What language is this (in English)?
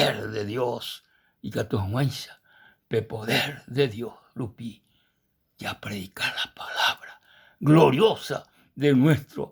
Guarani